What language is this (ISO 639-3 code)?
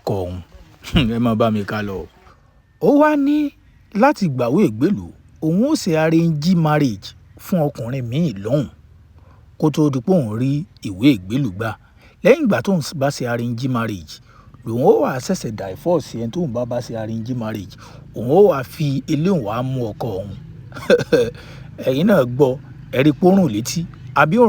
yor